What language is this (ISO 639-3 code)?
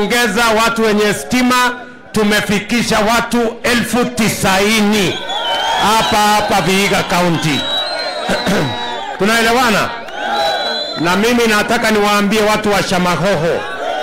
swa